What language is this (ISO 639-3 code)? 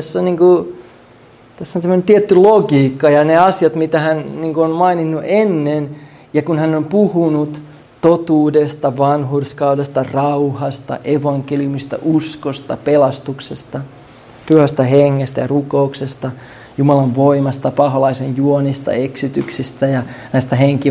fin